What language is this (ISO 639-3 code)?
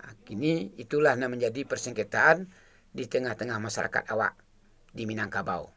min